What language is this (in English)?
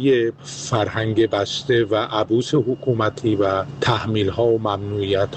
Persian